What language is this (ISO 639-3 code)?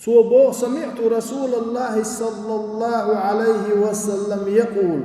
che